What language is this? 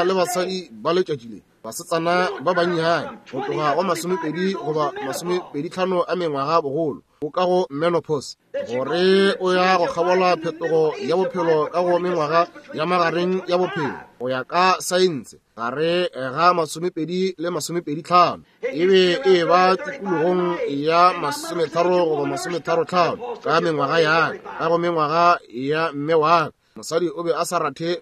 Northern Sotho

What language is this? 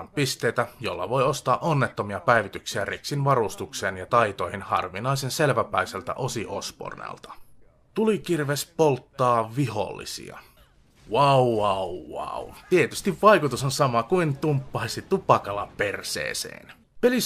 Finnish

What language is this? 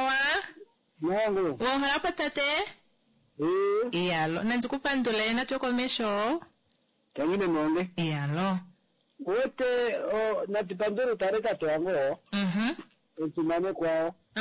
Kuanyama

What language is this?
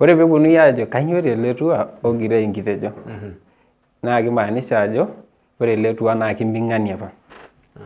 Masai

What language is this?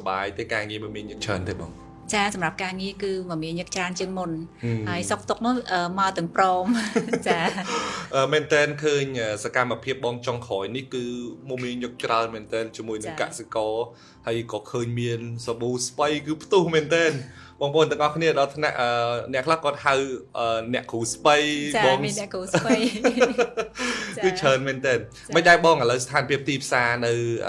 Khmer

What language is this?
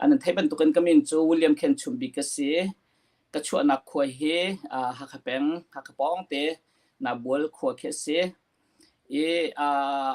Hakha Chin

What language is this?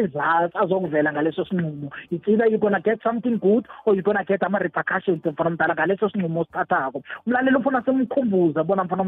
South Ndebele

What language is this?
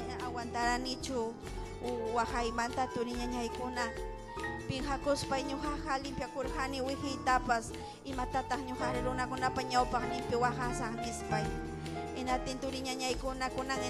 Ayacucho Quechua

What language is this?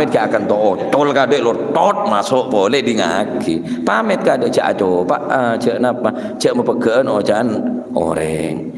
Madurese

